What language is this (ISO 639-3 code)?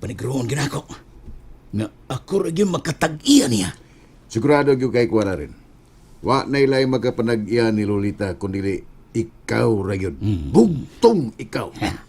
ceb